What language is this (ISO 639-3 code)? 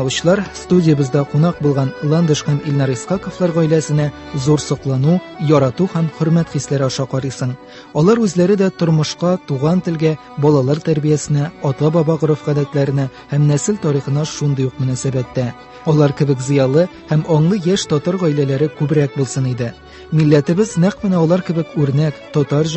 tat